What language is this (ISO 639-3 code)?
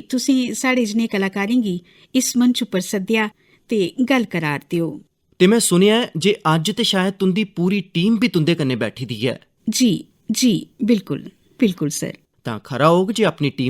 doi